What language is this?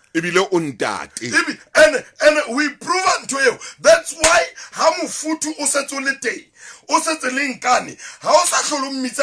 Southern Sotho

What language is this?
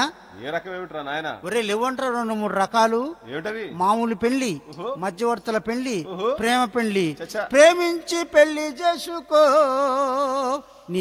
Telugu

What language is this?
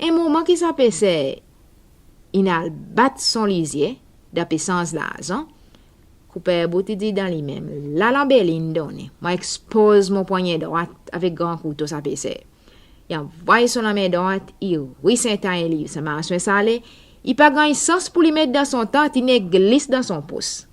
Seselwa Creole French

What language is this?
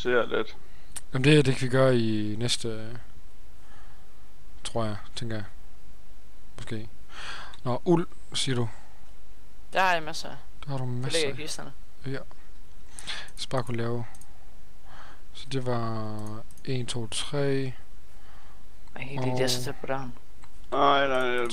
Danish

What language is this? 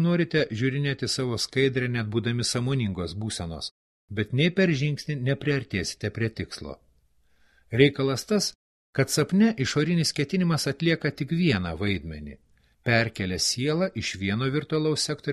Lithuanian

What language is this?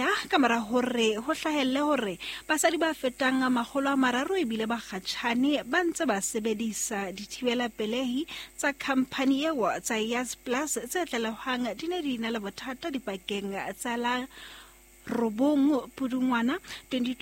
Southern Sotho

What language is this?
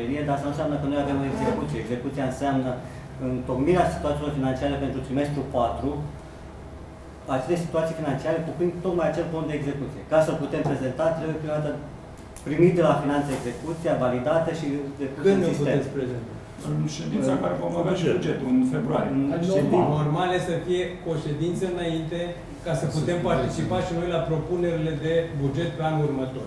Romanian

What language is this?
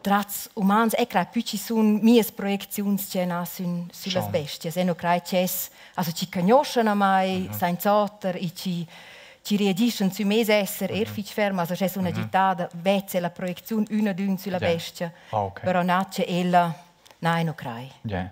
Romansh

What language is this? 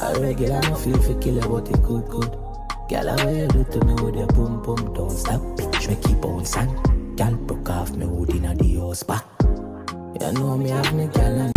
Jamaican Creole English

